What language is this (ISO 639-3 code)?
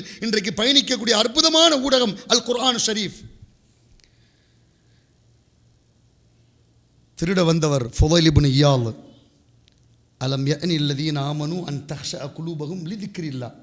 tam